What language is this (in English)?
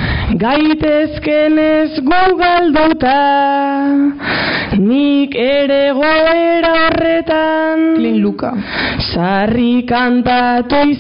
Basque